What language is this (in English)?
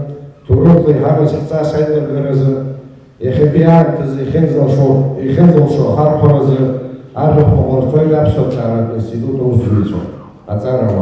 Abkhazian